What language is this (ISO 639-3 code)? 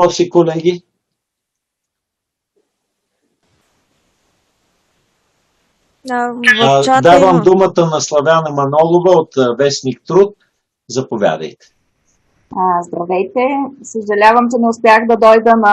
bul